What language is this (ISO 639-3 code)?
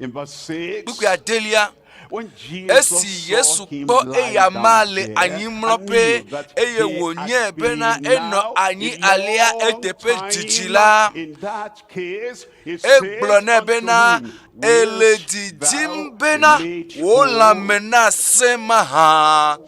ewe